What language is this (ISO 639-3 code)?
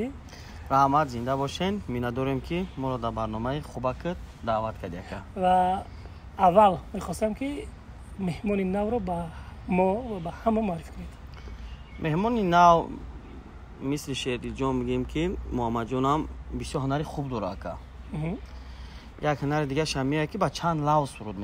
tgk